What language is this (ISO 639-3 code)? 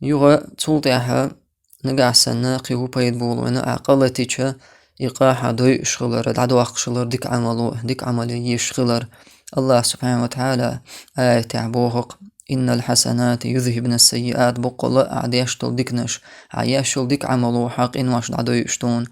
che